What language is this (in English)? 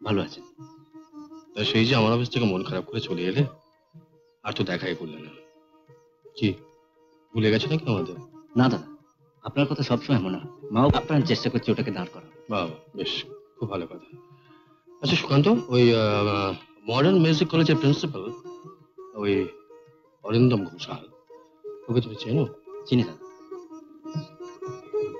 Bangla